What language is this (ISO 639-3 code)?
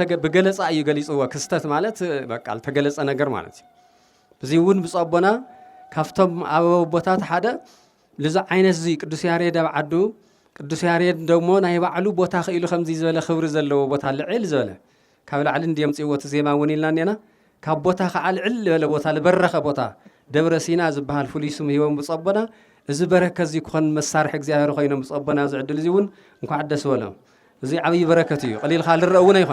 tir